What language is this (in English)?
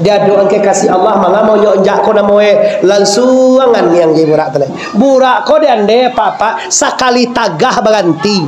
Minangkabau